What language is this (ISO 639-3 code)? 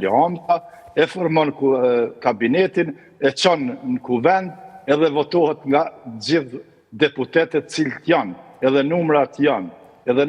sqi